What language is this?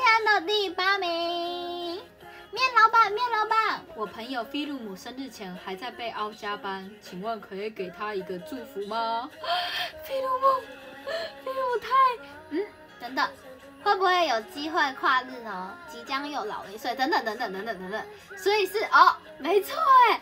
Chinese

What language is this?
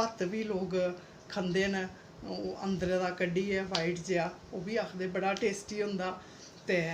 Dogri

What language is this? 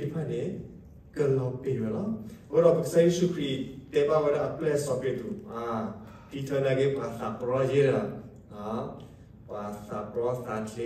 S'gaw Karen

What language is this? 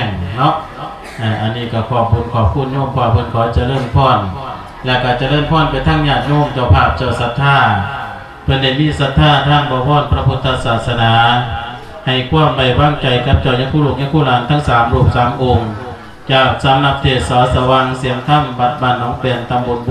Lao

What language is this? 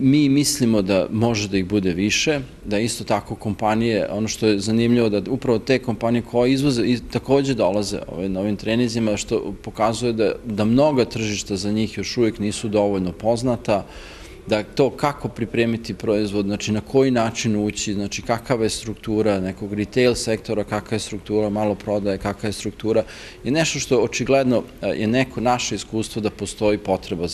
Serbian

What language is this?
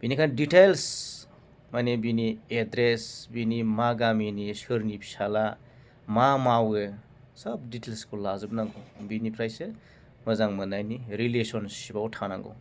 Bodo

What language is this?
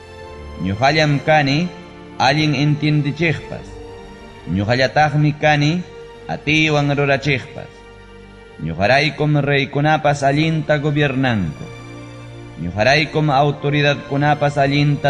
Ayacucho Quechua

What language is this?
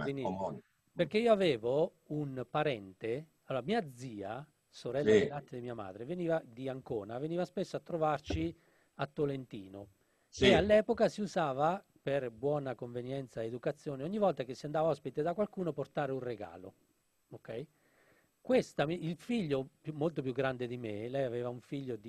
Italian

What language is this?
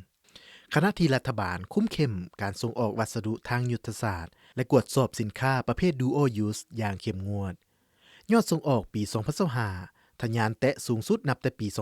Lao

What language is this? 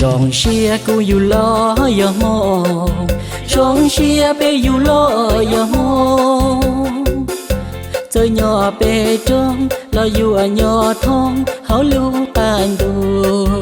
Hmong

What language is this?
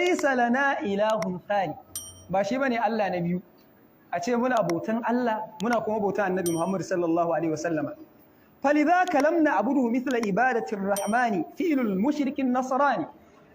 Hausa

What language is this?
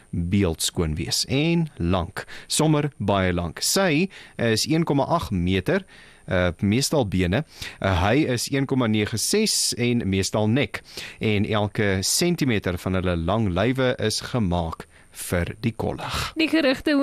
Afrikaans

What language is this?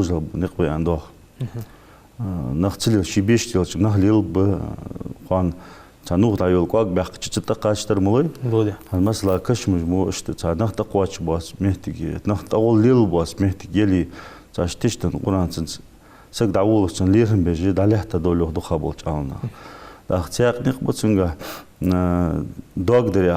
Ingush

